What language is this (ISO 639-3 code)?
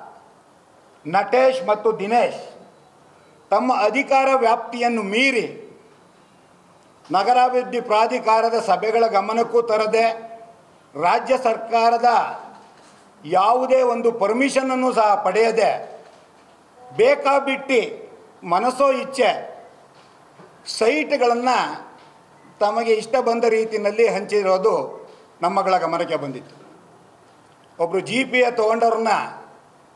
kan